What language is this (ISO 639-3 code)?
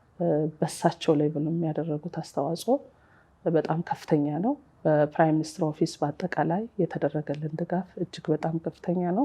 amh